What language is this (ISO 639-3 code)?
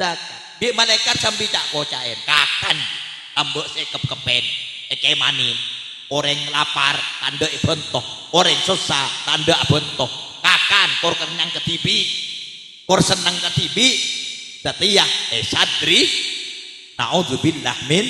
mad